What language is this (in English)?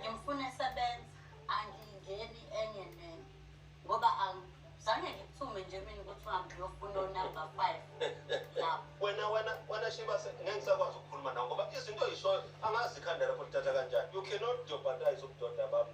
Zulu